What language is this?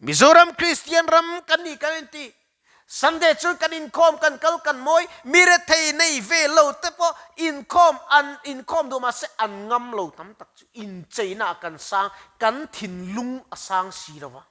Mizo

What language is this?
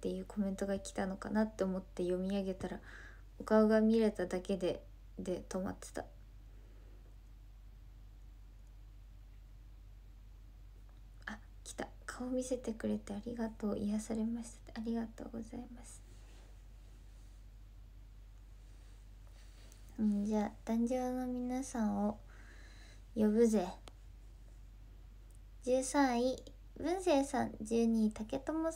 Japanese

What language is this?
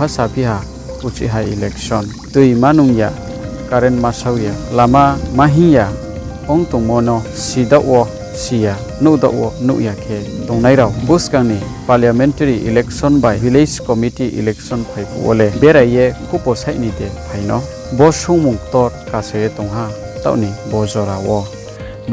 Riang (India)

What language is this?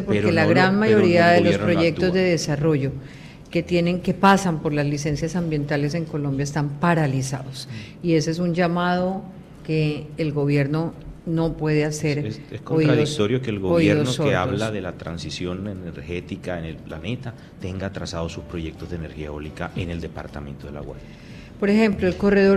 Spanish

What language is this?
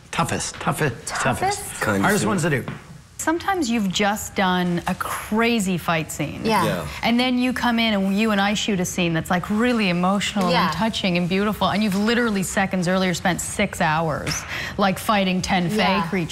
English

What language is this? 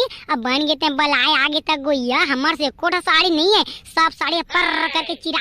Chhattisgarhi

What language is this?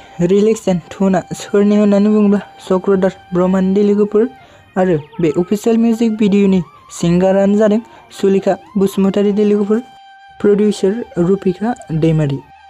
Bodo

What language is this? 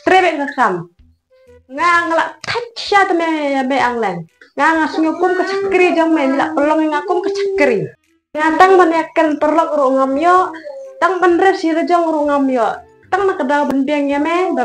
Khasi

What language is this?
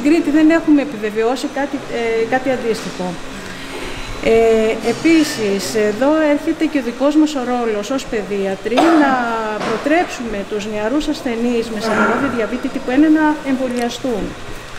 Greek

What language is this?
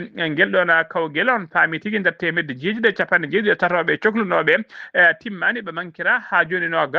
Fula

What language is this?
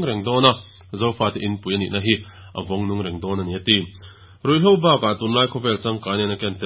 Mizo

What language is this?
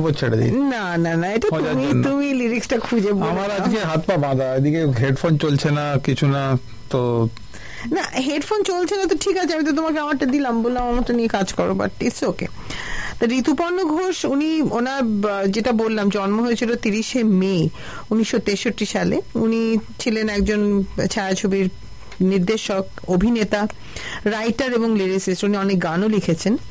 Bangla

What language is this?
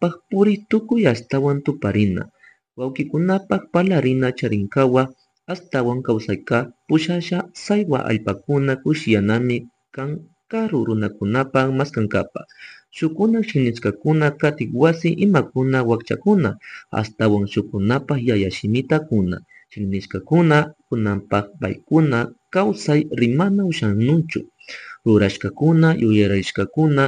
Chimborazo Highland Quichua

